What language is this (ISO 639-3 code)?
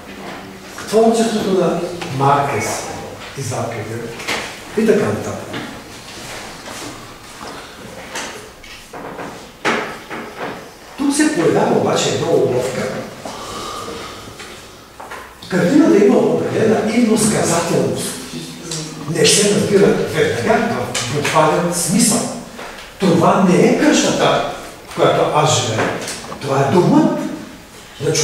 bul